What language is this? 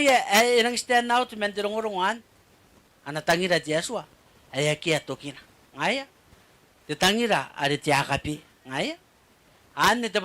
Gilbertese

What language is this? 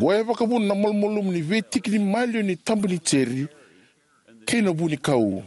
Fijian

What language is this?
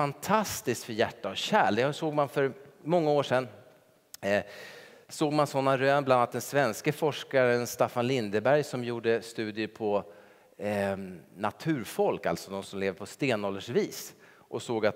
Swedish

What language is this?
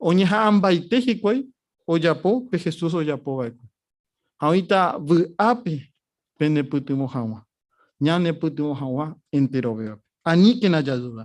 Guarani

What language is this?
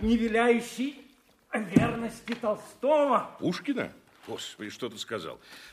Russian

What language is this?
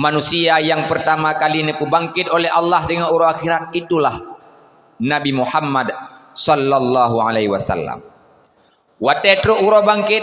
Achinese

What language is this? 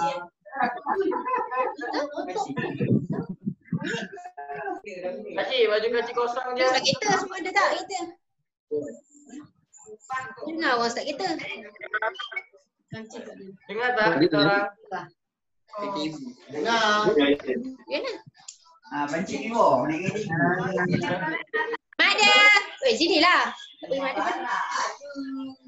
Malay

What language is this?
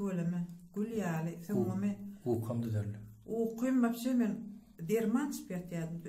Turkmen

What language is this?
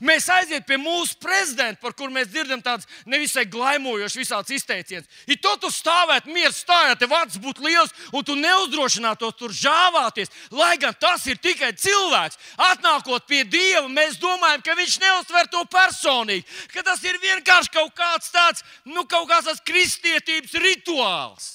Latvian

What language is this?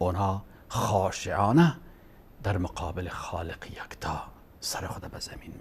Persian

